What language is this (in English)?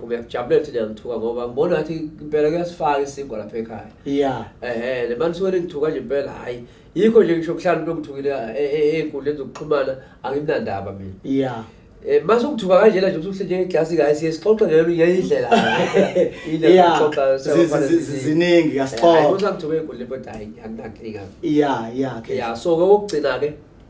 Zulu